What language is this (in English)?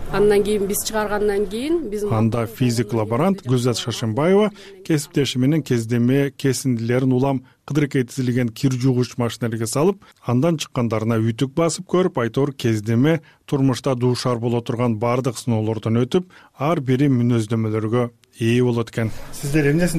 Kyrgyz